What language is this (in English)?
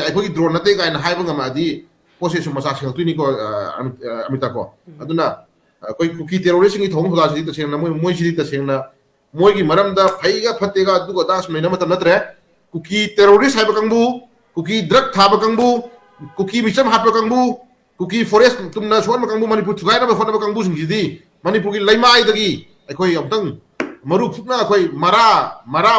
Manipuri